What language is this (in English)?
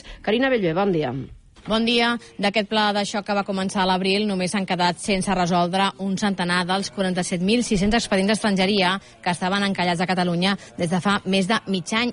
Catalan